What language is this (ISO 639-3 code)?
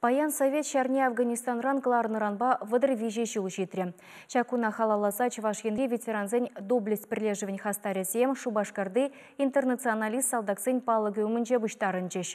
chv